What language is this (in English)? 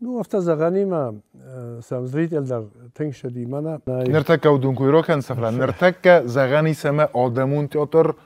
Ossetic